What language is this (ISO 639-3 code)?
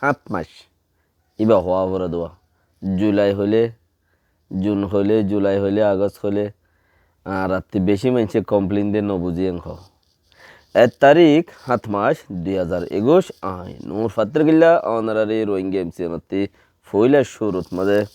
rhg